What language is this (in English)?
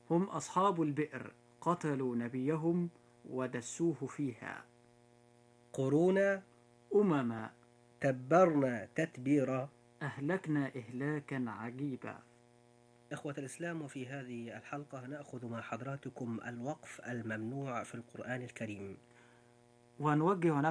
Arabic